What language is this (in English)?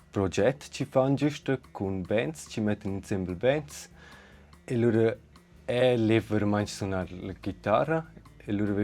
Romansh